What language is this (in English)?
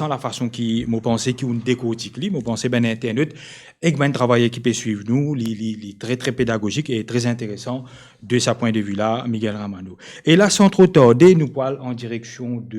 Morisyen